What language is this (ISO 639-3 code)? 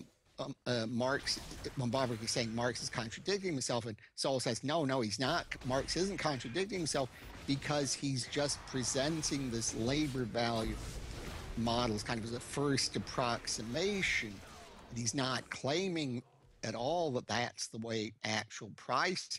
eng